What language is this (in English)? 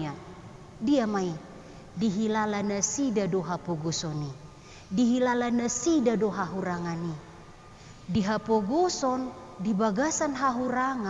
Batak Toba